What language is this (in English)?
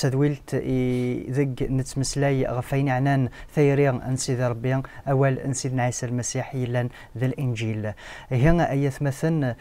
Kabyle